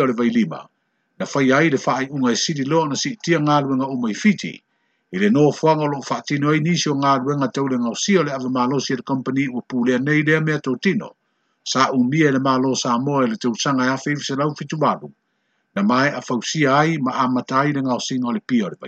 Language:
Samoan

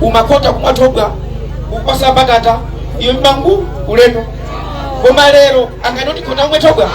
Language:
Nyanja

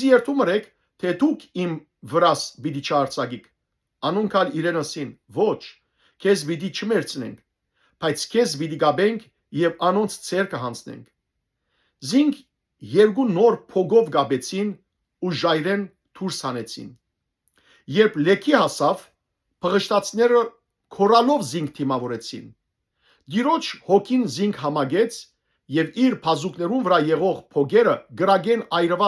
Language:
Western Armenian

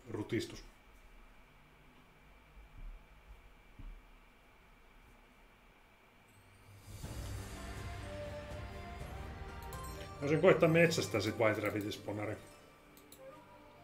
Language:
Finnish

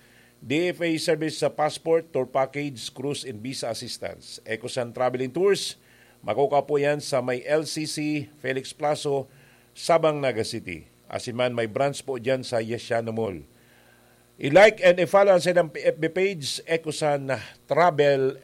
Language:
Bikol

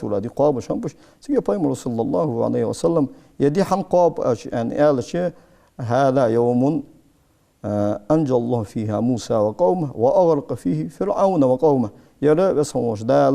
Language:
Ingush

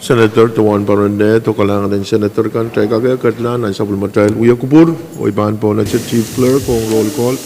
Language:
Pohnpeian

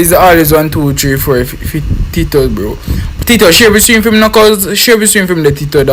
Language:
Jamaican Creole English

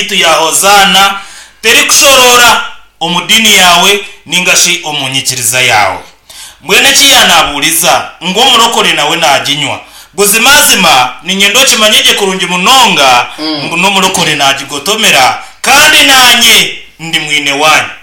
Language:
Nyankole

